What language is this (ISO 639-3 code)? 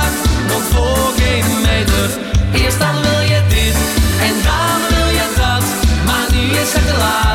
nld